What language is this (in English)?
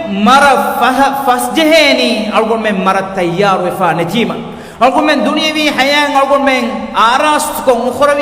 Divehi